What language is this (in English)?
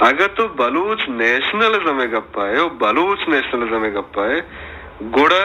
Baluchi